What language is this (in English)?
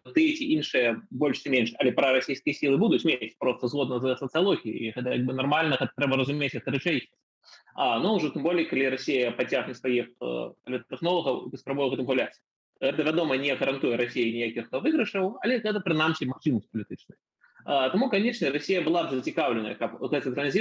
Belarusian